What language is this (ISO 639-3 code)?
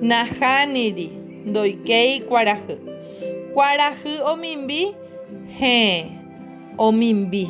grn